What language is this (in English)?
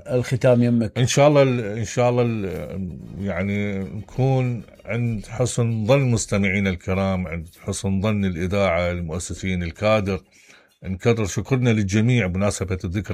Mesopotamian Arabic